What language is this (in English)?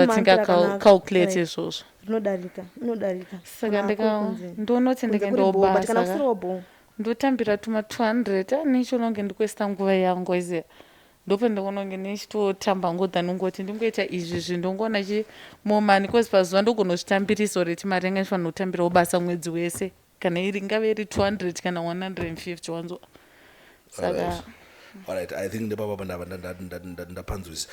Shona